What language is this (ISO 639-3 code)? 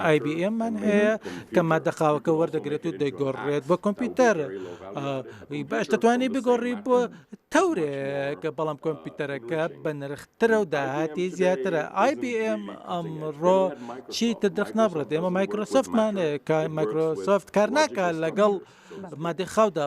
ckb